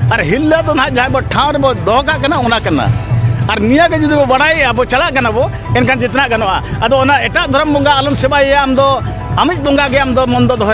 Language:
Santali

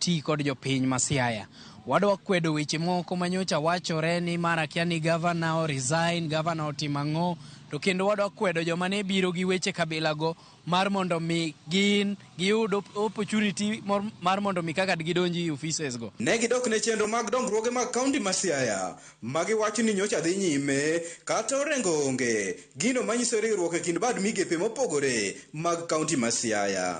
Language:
Luo (Kenya and Tanzania)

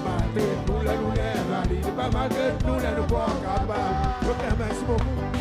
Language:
Seselwa Creole French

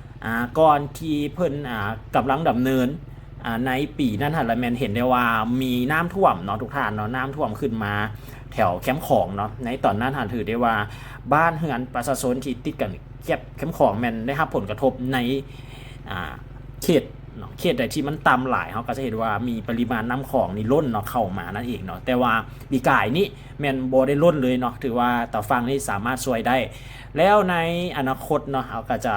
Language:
Lao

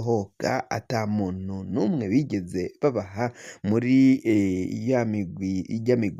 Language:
Rundi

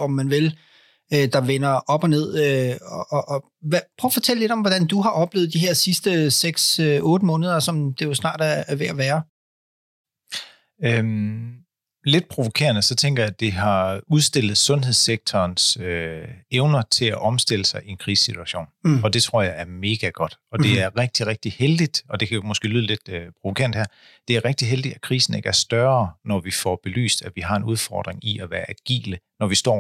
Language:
Danish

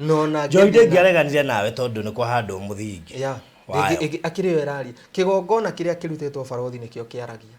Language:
Kikuyu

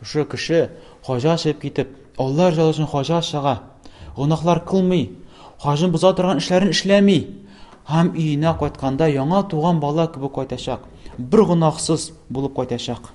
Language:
Tatar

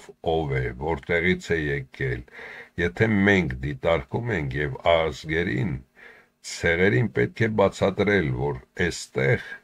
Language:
Armenian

